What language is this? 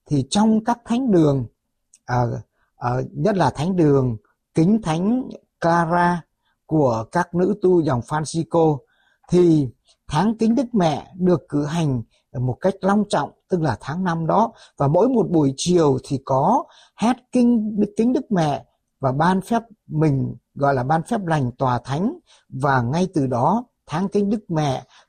Vietnamese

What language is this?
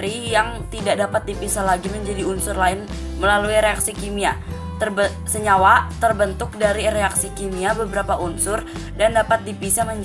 Indonesian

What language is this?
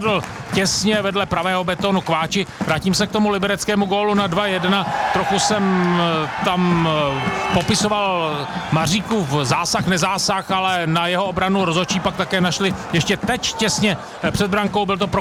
Czech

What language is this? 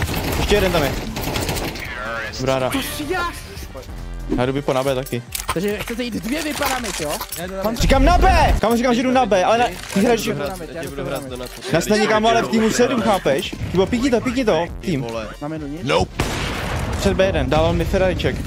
Czech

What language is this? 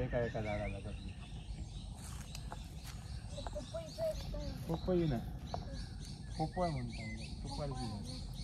Marathi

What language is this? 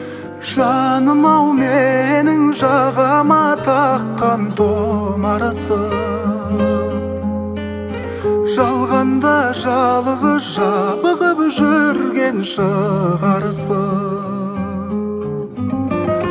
Kazakh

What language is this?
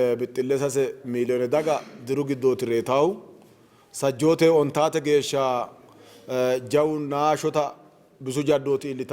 Sidamo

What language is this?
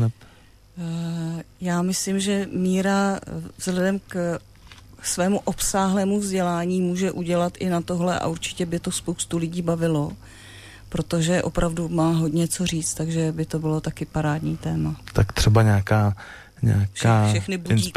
Czech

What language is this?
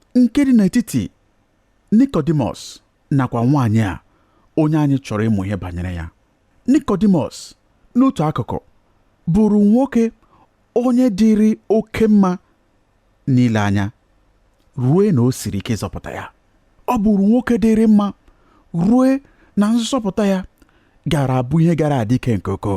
Igbo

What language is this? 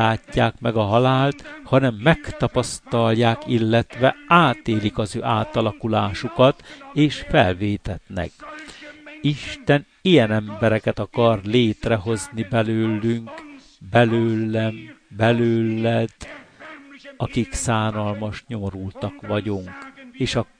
Hungarian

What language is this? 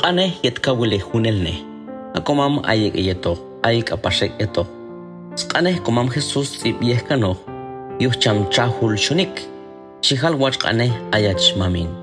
Q'anjob'al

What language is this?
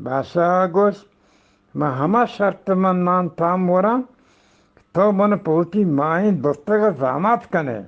Eastern Balochi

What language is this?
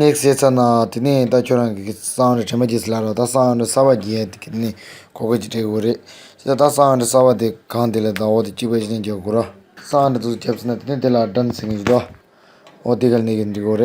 Tibetan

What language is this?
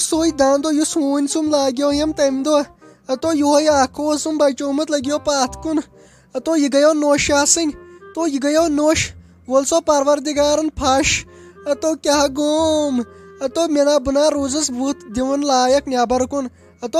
Kashmiri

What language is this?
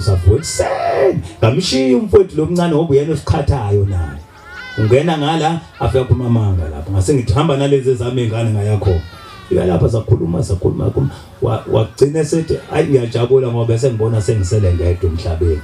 Zulu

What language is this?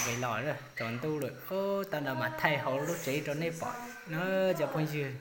Hmong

